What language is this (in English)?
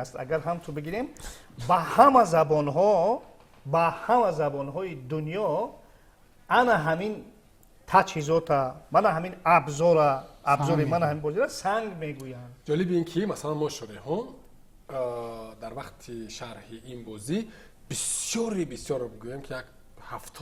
Tajik